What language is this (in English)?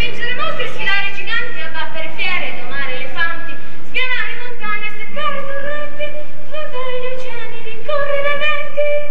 Italian